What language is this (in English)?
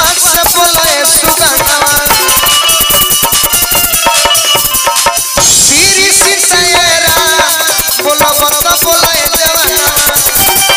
Bhojpuri